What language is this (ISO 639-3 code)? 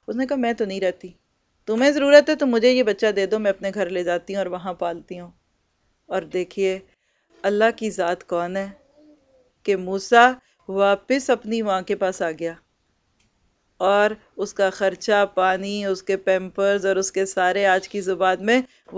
urd